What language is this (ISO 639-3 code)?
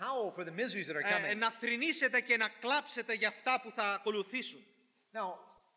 ell